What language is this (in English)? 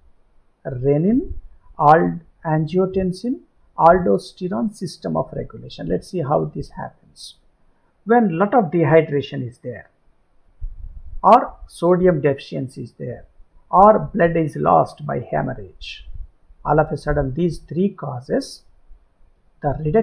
English